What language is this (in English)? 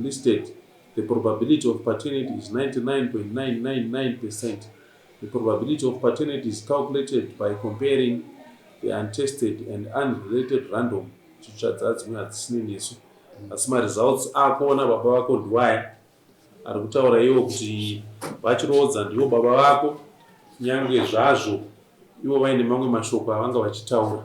Shona